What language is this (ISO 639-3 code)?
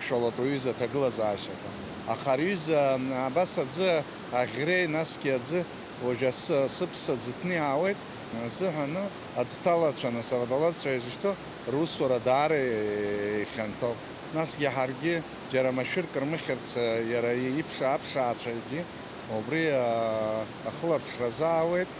abk